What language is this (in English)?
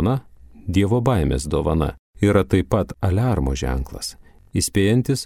Lithuanian